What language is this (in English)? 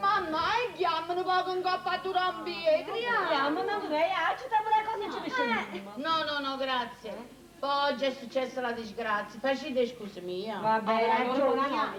Neapolitan